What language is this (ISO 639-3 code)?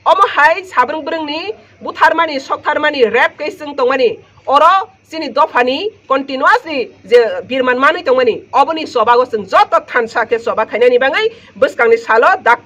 trp